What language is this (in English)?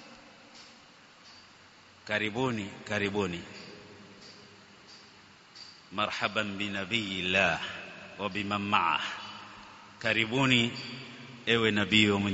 Swahili